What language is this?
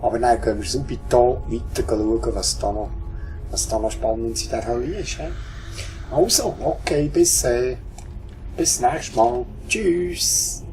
Swiss German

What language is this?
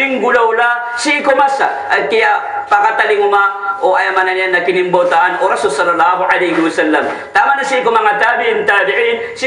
Maranao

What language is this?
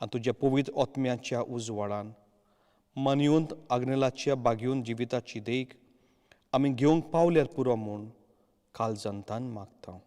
Konkani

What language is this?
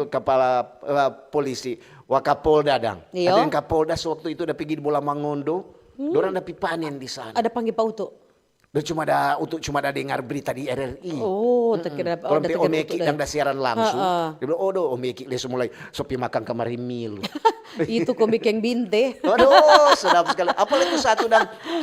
Manado Malay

